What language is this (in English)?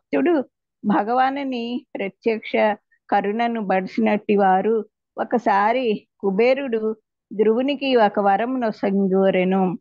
Telugu